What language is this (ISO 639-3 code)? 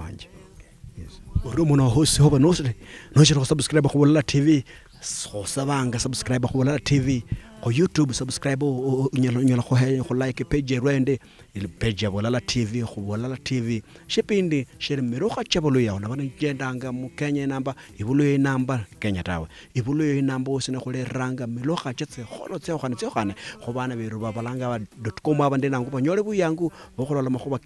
luy